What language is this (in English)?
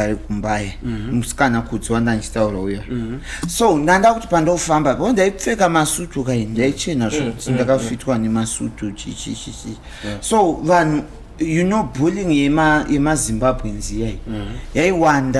Shona